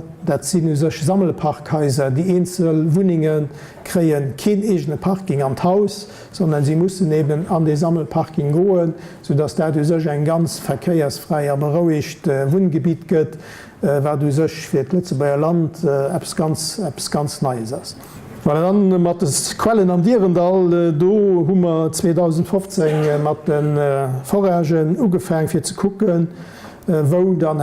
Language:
Luxembourgish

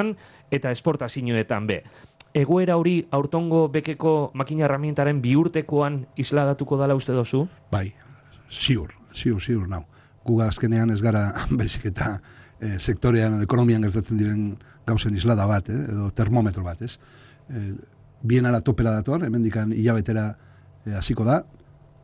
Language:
Basque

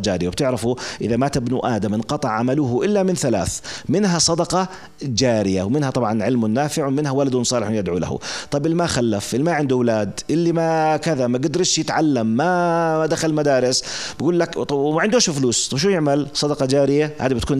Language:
North Levantine Arabic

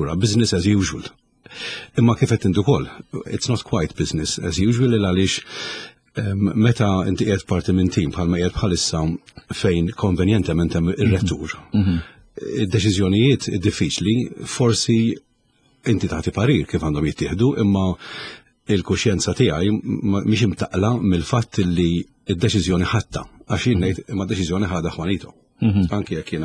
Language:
Maltese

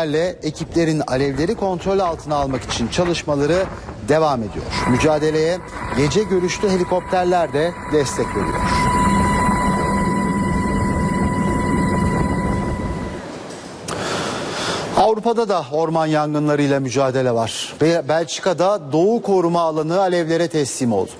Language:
Turkish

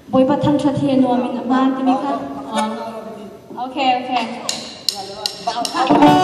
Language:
Hakha Chin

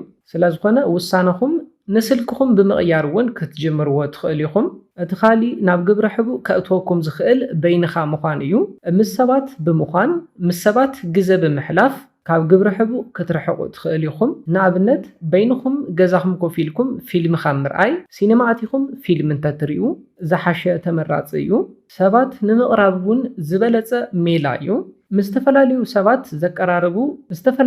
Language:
Tigrinya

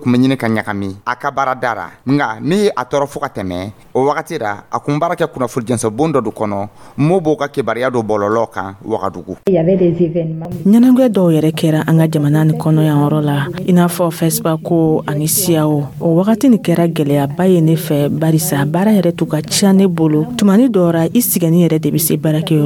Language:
Dyula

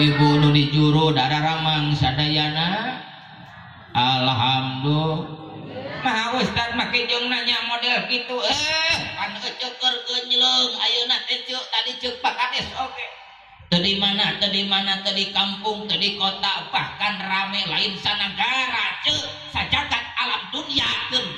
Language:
Sundanese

